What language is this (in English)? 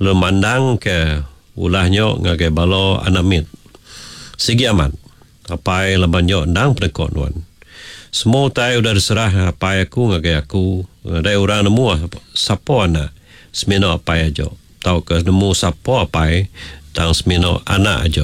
Iban